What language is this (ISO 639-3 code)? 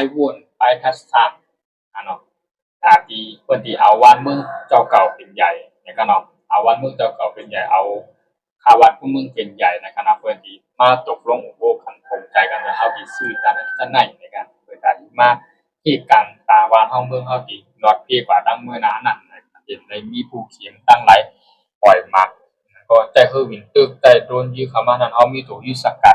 shn